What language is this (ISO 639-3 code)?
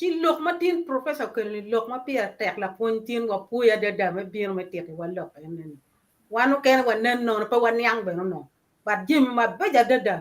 ach